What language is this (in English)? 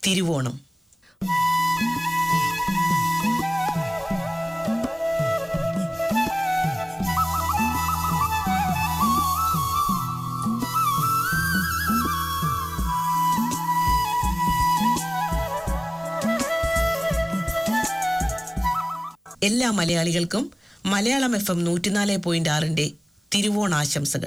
Malayalam